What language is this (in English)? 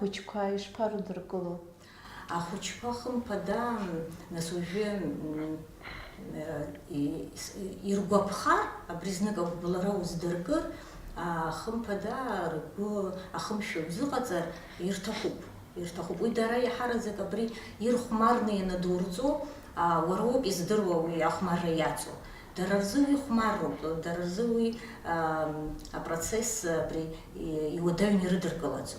Abkhazian